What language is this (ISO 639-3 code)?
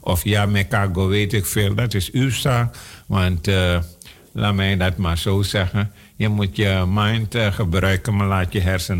nld